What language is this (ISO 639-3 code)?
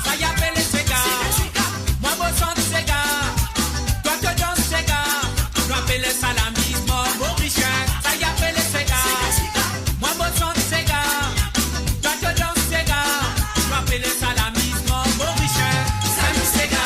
mfe